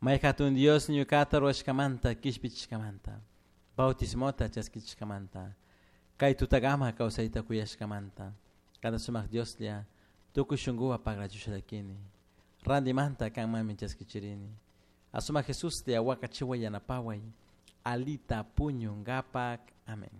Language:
Chimborazo Highland Quichua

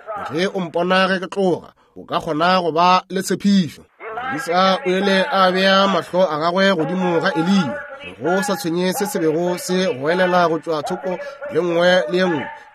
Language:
Northern Sotho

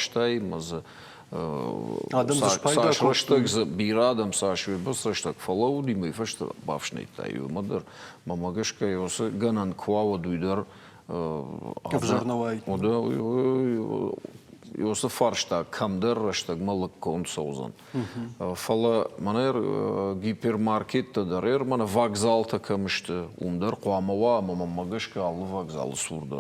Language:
Ossetic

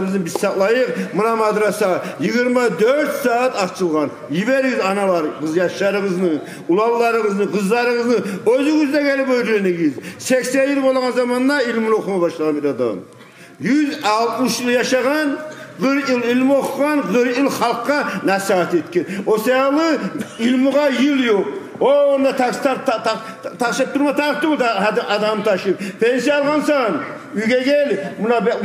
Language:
Kumyk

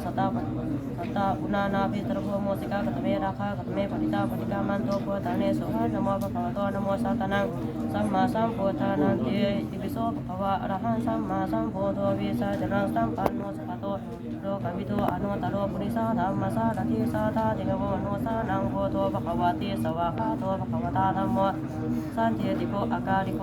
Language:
Pali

